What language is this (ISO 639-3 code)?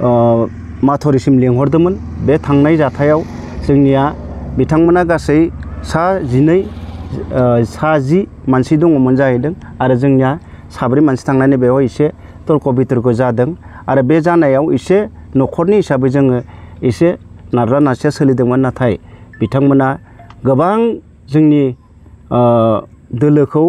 brx